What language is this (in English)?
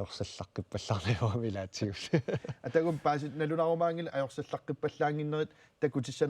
Kalaallisut